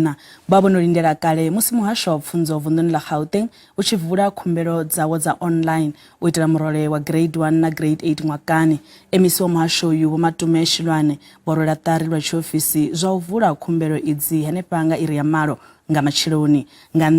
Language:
Venda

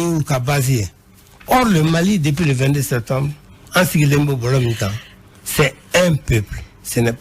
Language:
Bambara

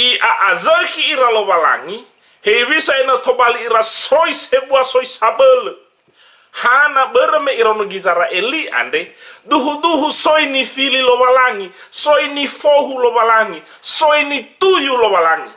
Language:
Nias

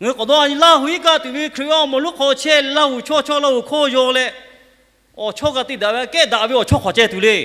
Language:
Lahu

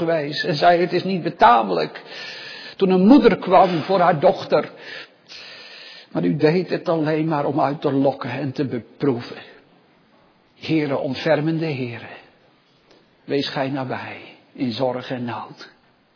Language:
Dutch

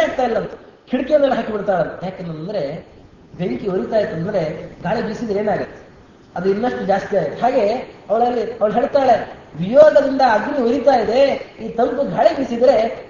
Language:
Kannada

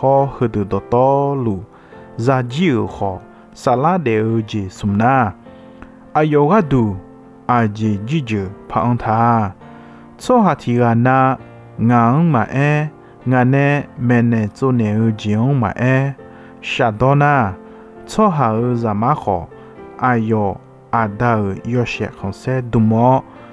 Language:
Akha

